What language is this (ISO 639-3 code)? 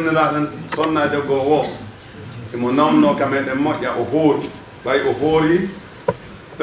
ful